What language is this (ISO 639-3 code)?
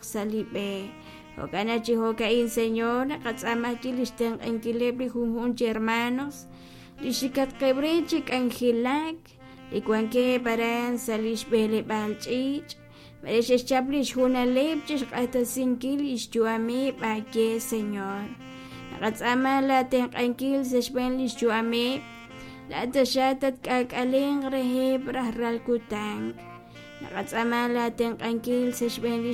kek